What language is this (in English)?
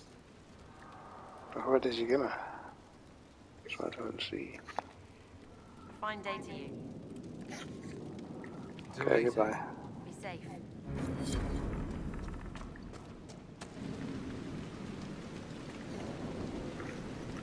English